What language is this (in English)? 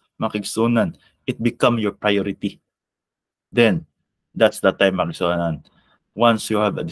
Cebuano